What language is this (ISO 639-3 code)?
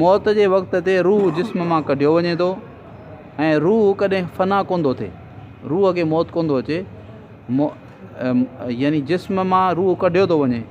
snd